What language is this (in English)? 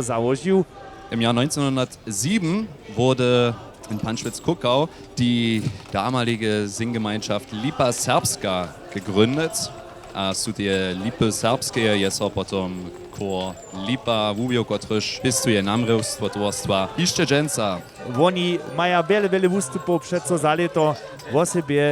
Upper Sorbian